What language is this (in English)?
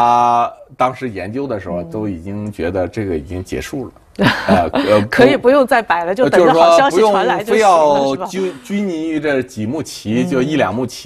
Chinese